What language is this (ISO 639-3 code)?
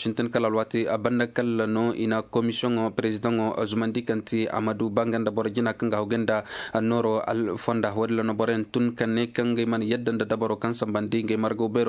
ses